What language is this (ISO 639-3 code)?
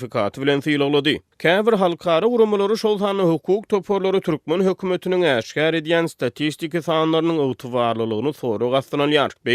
tuk